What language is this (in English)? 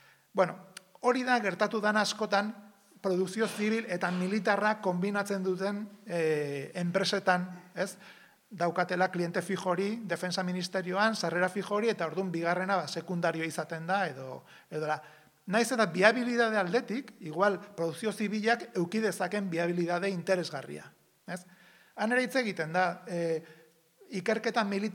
Basque